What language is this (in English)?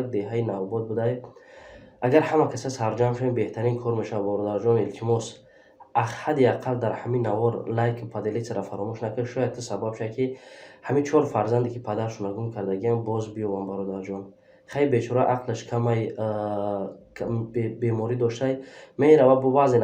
Tajik